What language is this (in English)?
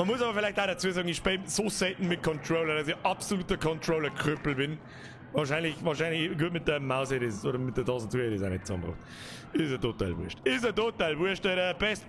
Bavarian